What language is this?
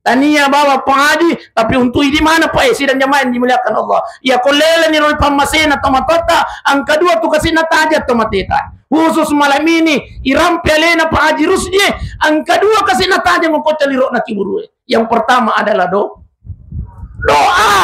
Buginese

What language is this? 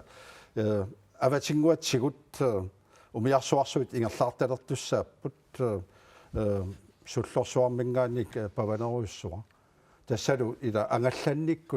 Kalaallisut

